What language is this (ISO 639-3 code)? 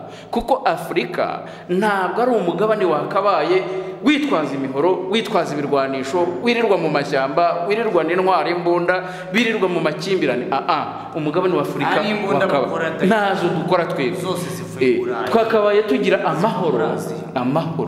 kin